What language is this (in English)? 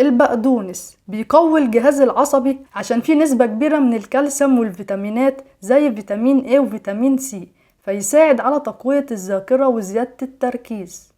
Egyptian Arabic